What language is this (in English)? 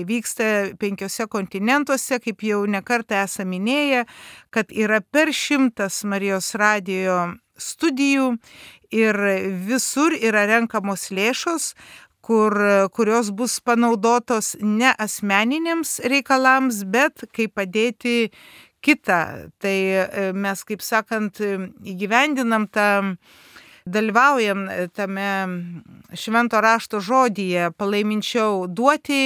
Lithuanian